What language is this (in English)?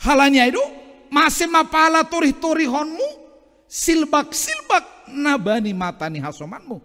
Batak Simalungun